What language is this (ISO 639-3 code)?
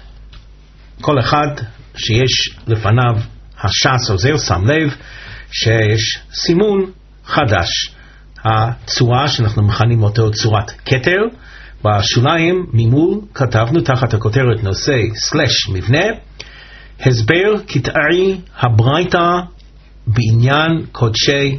heb